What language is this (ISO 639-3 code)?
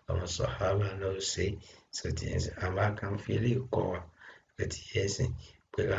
yor